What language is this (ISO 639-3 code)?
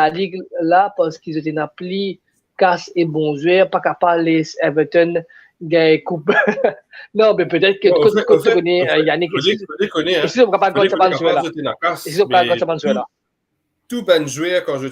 mfe